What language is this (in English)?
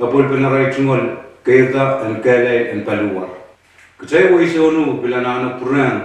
Pohnpeian